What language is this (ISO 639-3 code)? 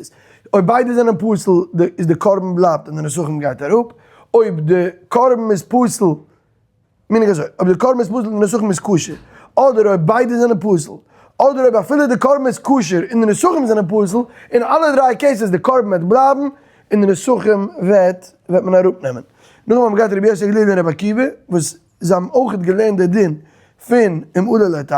yid